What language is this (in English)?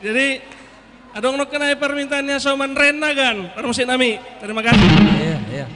Batak Simalungun